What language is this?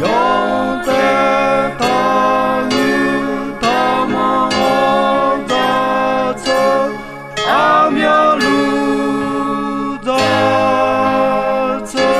Akha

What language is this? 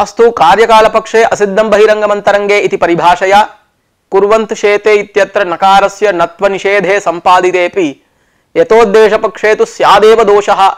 Sanskrit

